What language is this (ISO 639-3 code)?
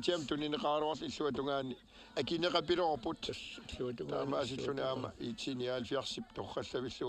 kal